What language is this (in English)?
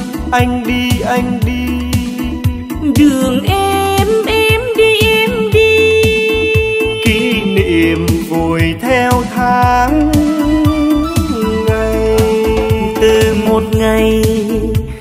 Vietnamese